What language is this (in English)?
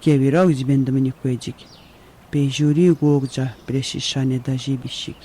Atikamekw